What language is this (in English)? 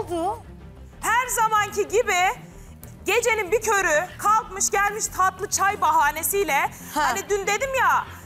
Turkish